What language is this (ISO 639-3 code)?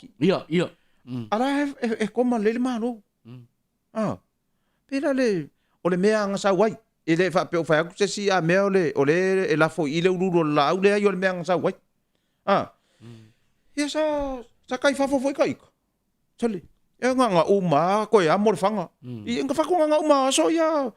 smo